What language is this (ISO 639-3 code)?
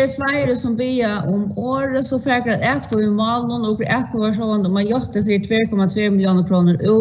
fao